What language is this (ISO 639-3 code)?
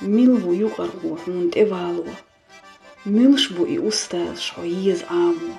che